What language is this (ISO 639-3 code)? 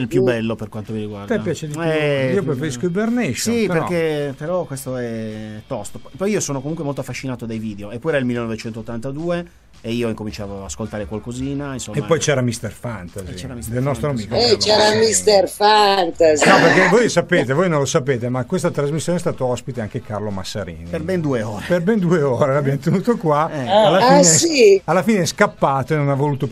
ita